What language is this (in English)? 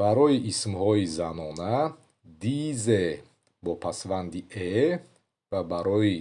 Tajik